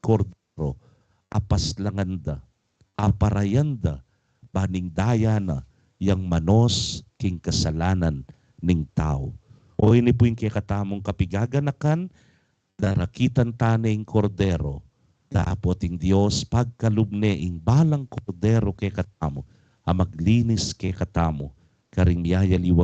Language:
Pampanga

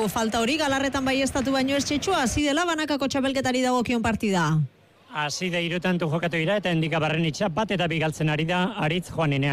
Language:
Basque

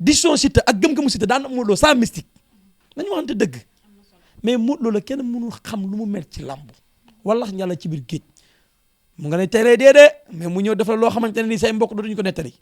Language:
Wolof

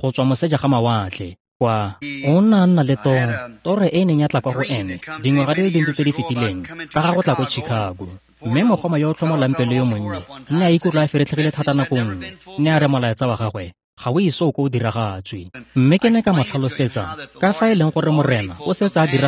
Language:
Tswana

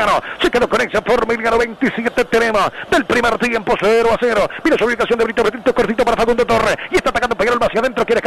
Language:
Spanish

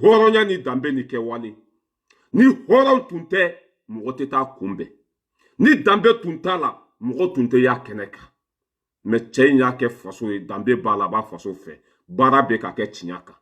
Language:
Bambara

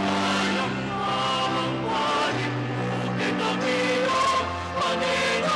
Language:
Pampanga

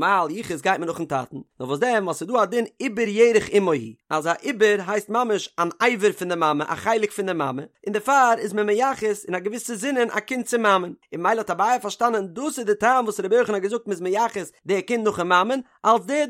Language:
Yiddish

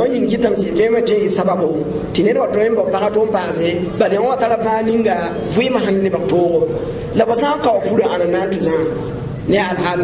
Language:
Mossi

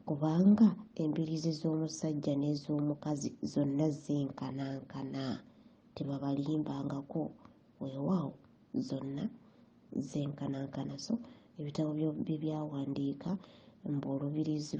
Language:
Ganda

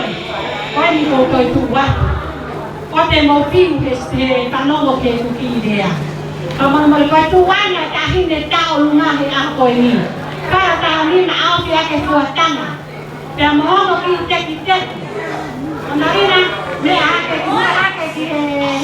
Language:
Tongan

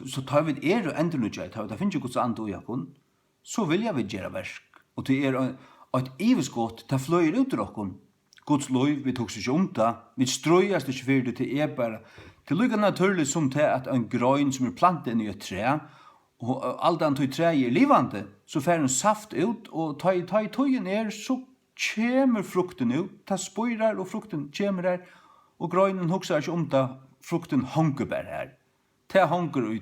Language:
Faroese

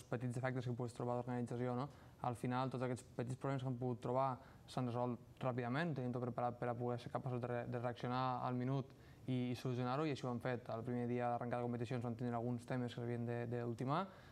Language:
Catalan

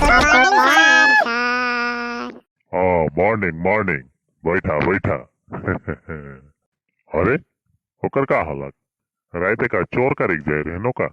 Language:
Sadri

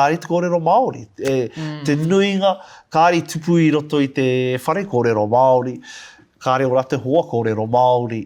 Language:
Māori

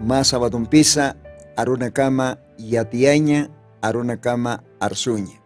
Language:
Aymara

